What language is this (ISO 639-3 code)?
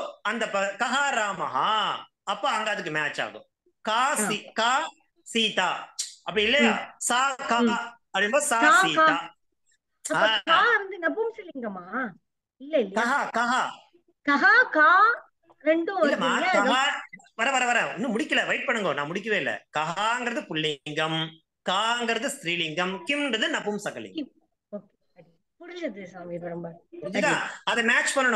tam